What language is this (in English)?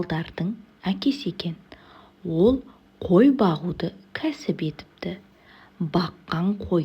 Kazakh